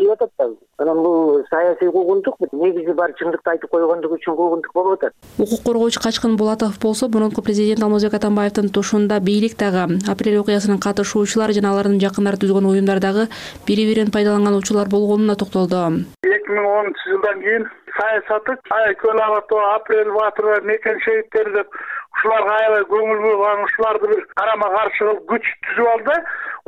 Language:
Kyrgyz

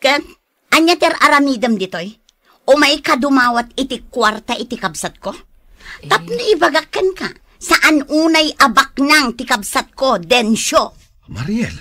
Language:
Iloko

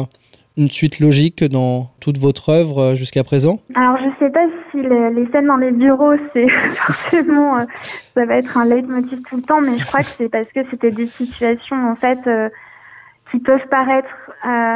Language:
French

